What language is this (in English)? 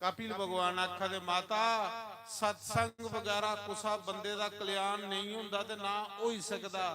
Dogri